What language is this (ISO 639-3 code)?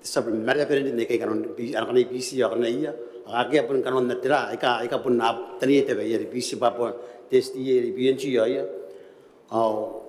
gil